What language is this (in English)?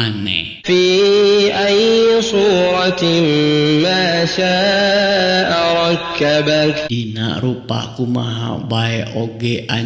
Sundanese